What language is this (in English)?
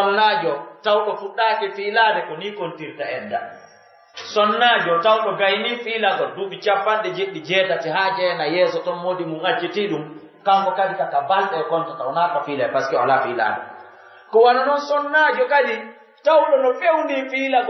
Pular